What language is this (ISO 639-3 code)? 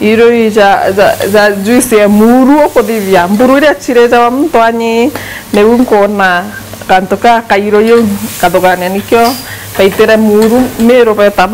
mer